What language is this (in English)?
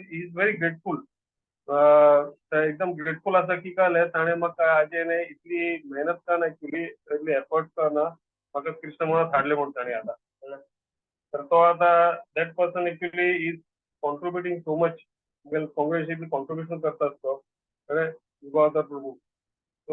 Konkani